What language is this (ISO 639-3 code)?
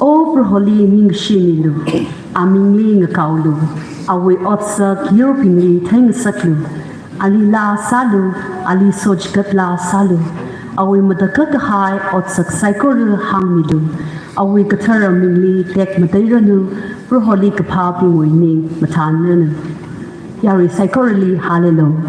nmf